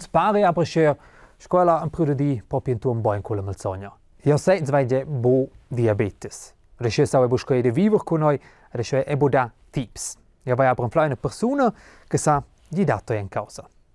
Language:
Romansh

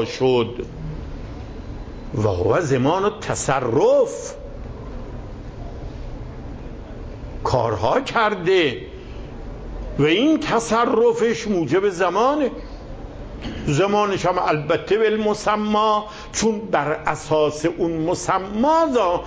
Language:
Persian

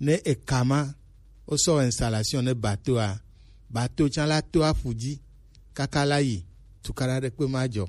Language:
Gen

